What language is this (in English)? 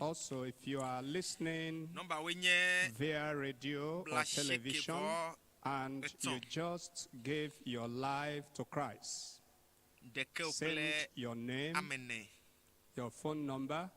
Ewe